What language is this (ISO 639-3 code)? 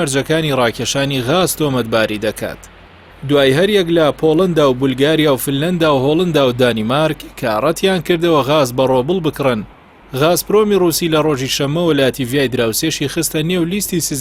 ckb